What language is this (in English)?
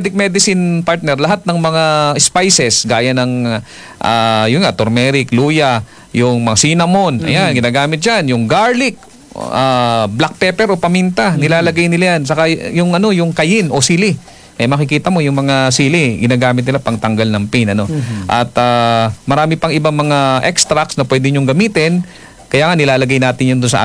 Filipino